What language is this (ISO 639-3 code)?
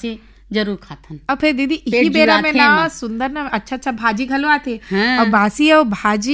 hne